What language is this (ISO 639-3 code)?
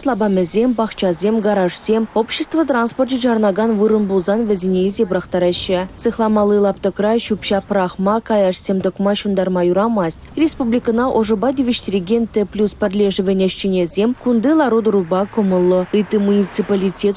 chv